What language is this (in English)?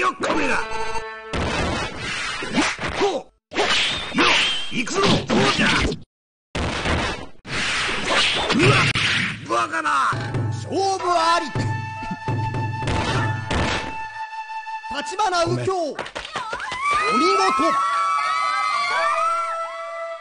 Japanese